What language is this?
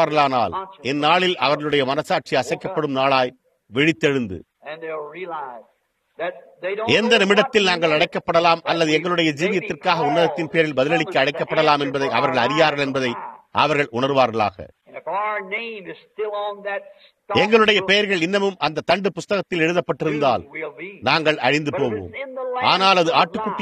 Tamil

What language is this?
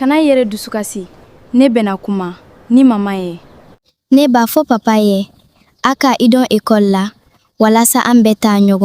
Bambara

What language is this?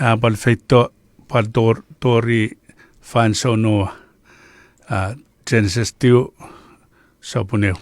Chuukese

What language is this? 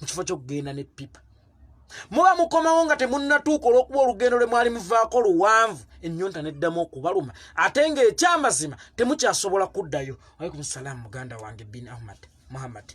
Ganda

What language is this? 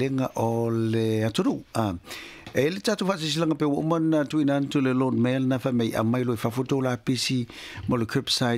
Samoan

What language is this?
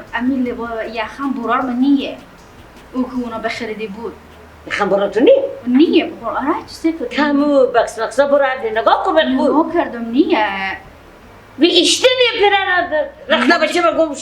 Persian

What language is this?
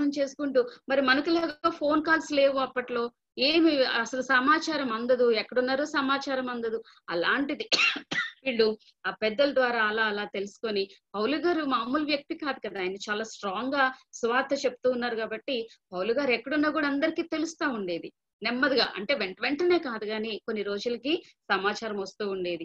Telugu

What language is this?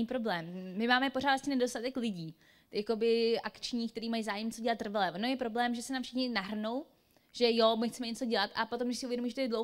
Czech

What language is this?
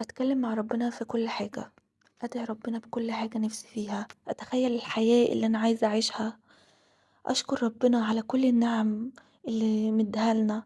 Egyptian Arabic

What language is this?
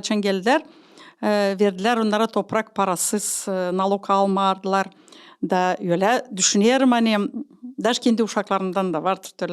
Gagauz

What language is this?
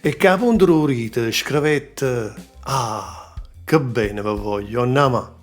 Neapolitan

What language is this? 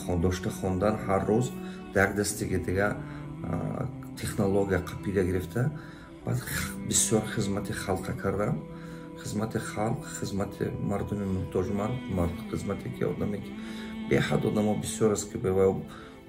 Tajik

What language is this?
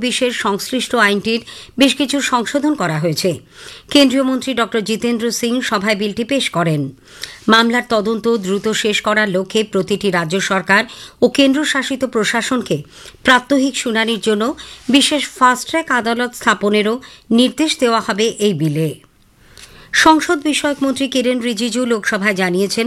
Bangla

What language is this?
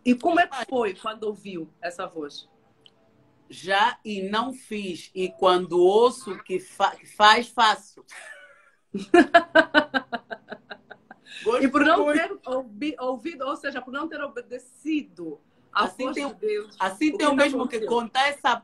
Portuguese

